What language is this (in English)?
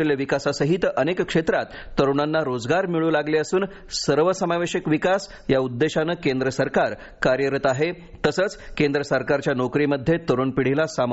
Marathi